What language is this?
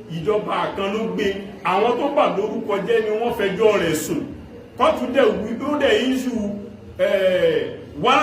Yoruba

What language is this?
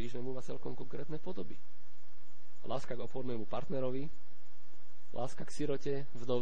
Slovak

